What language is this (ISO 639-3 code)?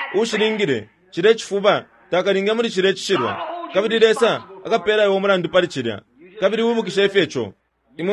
bem